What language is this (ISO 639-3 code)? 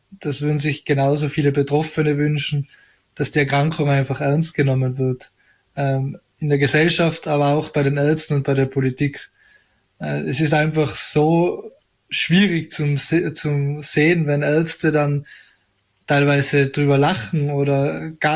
deu